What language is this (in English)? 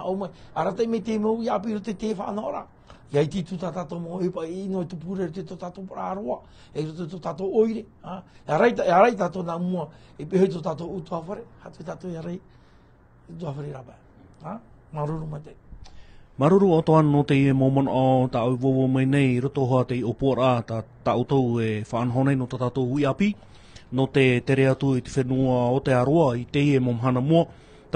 Tahitian